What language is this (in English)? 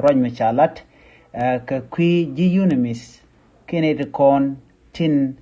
Nuer